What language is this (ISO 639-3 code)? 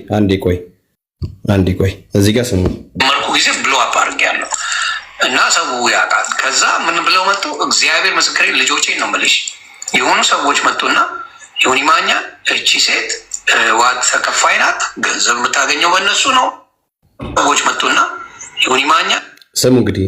amh